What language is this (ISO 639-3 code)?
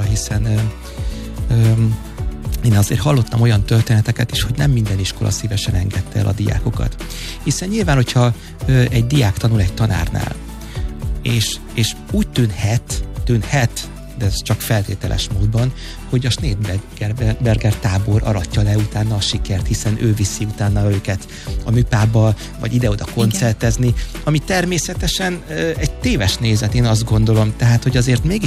hun